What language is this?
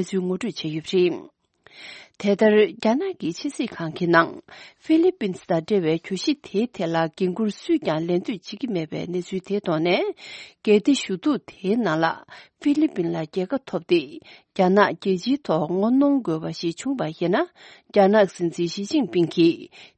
Tibetan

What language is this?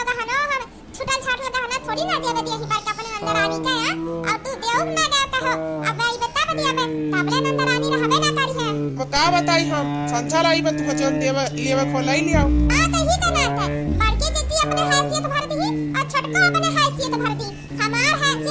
Awadhi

